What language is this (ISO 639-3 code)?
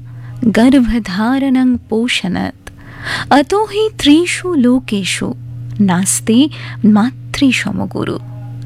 ben